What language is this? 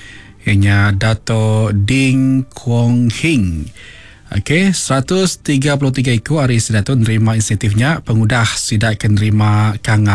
Iban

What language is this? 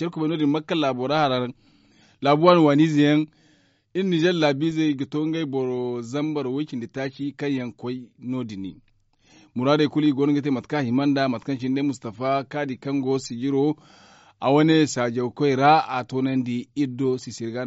Zarma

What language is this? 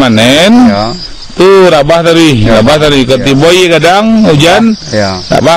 Minangkabau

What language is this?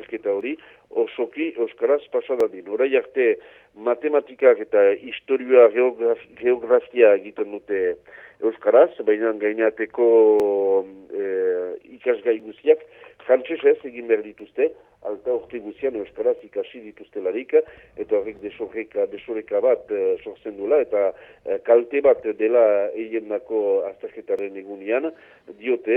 Basque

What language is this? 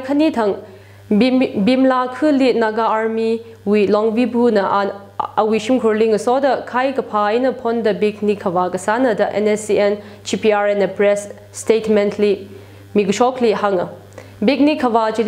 Tangkhul Naga (India)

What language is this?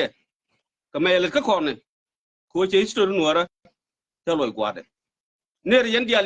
Nuer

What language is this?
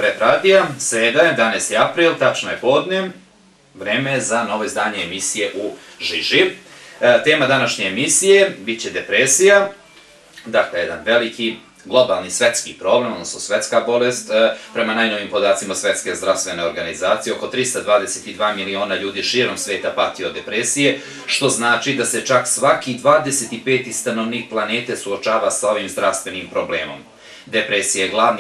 Bosnian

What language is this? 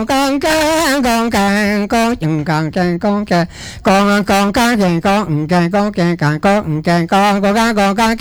Balinese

